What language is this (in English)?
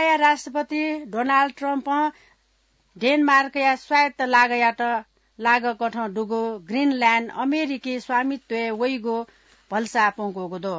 Newari